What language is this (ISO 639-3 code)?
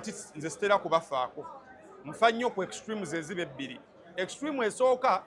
lug